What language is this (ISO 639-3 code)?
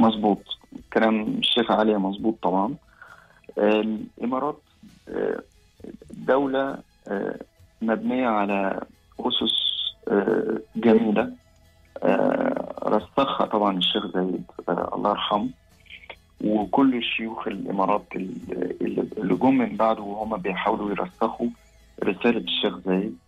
afb